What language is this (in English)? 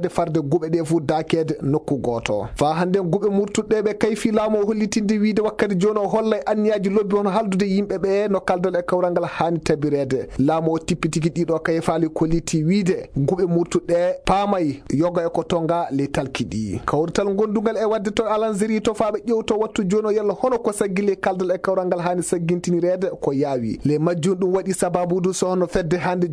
Fula